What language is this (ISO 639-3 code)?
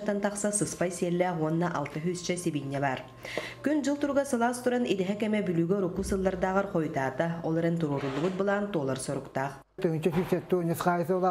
sah